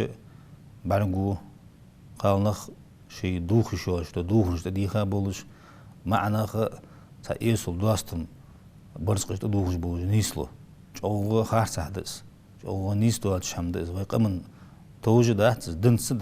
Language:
Ingush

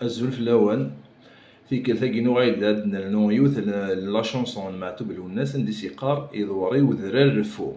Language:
Kabyle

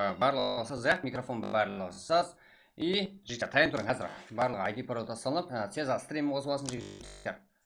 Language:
Kara-Kalpak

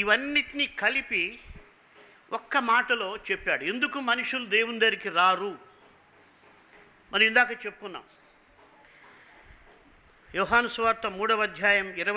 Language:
Telugu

